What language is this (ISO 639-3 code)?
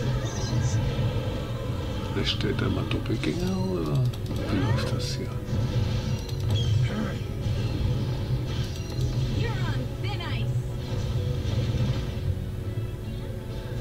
deu